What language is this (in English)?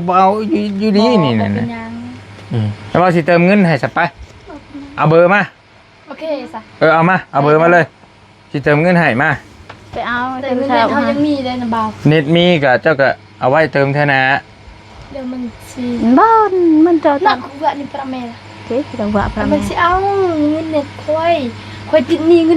Northeastern Thai